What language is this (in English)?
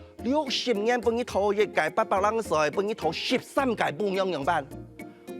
Hakka Chinese